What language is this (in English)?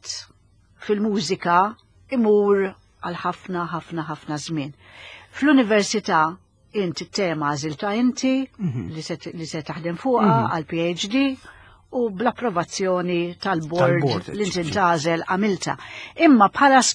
Maltese